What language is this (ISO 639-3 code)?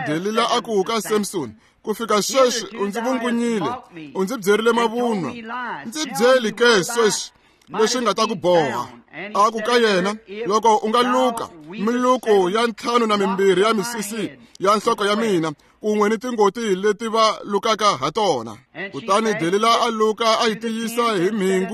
tso